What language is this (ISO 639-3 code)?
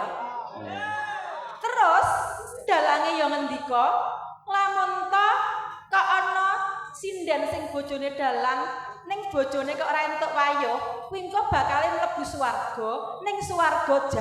jav